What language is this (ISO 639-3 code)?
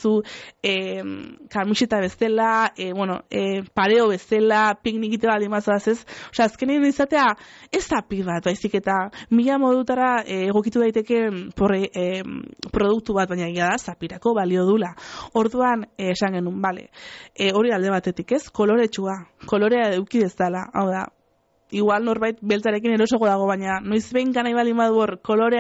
eus